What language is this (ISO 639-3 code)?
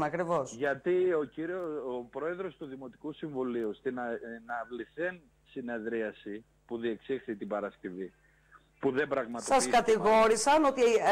ell